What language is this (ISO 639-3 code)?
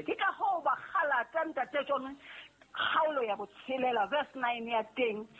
sot